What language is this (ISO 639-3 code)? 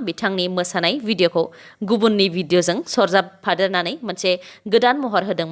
brx